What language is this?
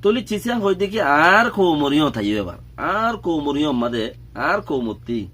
Rohingya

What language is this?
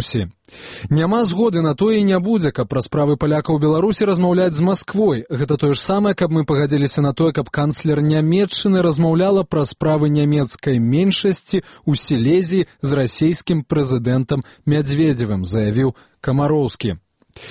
Belarusian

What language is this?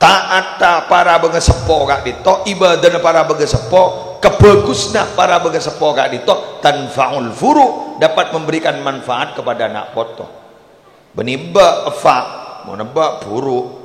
Madurese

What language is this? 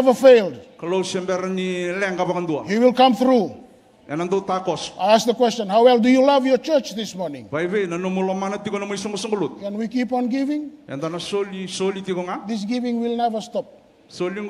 Fijian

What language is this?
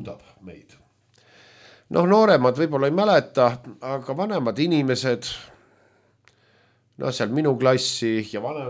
Estonian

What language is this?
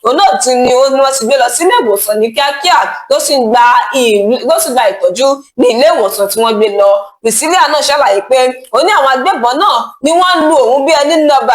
Yoruba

